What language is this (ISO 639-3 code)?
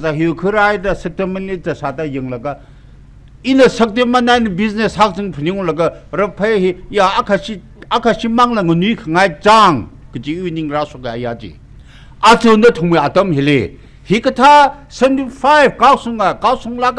nmf